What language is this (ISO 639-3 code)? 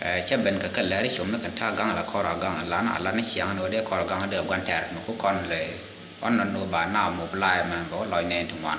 nus